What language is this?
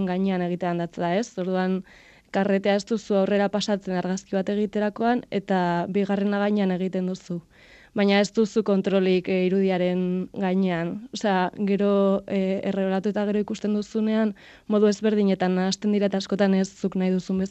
Basque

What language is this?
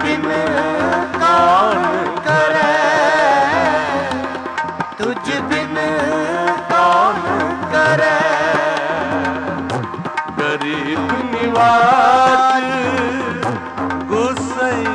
Punjabi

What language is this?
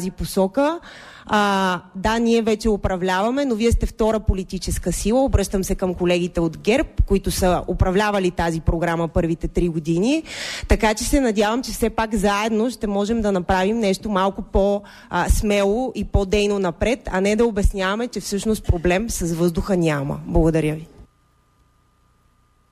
Bulgarian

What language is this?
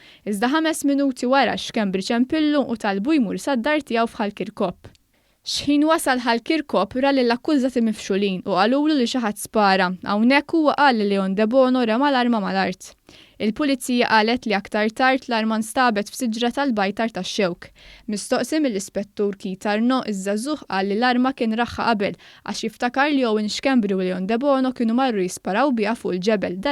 Maltese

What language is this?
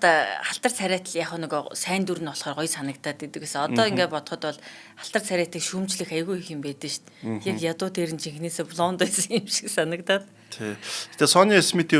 Mongolian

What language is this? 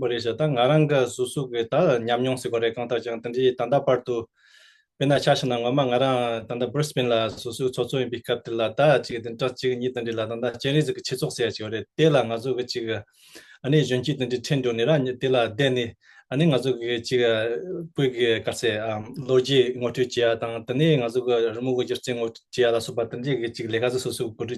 Tibetan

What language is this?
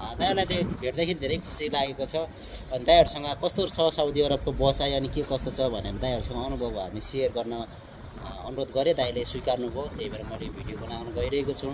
Nepali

